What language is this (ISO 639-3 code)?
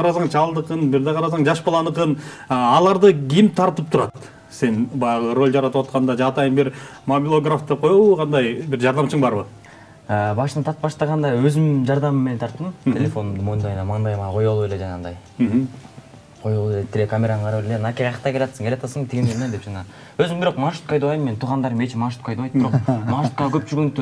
kir